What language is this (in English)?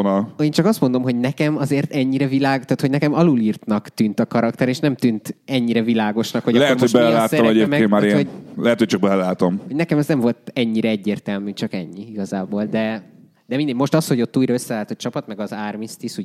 Hungarian